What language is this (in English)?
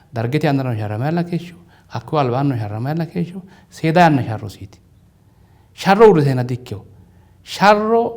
Sidamo